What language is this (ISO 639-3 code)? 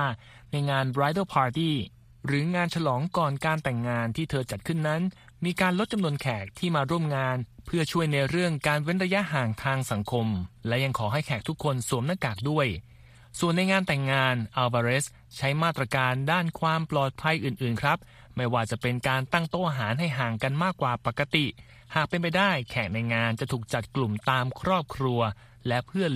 tha